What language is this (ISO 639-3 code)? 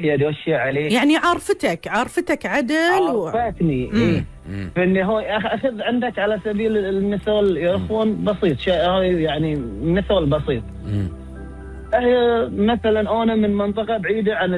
afb